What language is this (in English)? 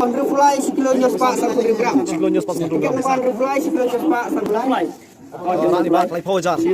Khasi